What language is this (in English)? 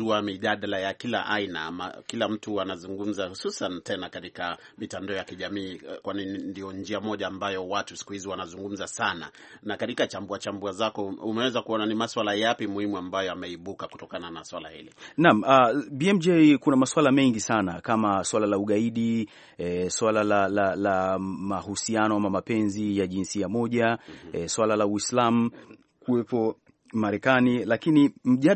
Swahili